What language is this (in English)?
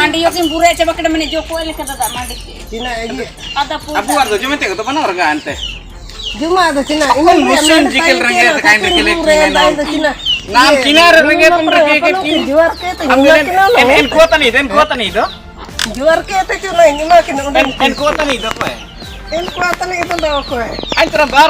Ho